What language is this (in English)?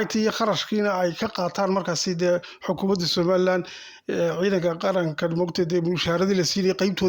Somali